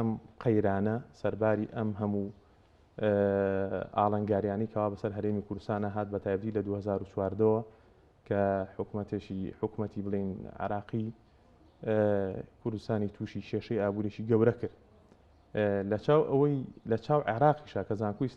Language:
Central Kurdish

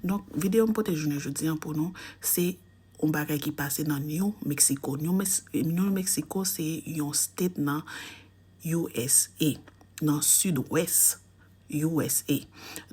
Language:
Haitian Creole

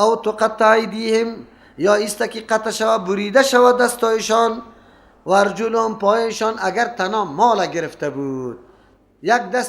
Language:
Persian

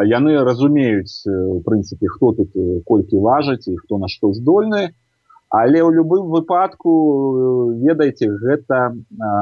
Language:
Belarusian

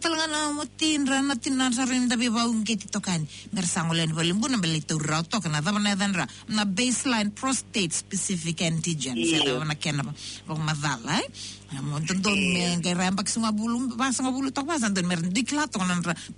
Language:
Fijian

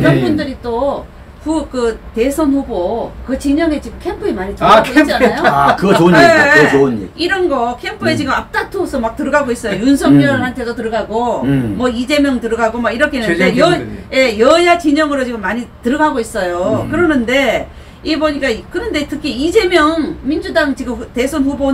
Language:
Korean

